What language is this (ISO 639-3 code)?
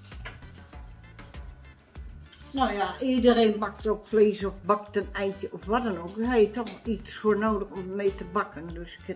nld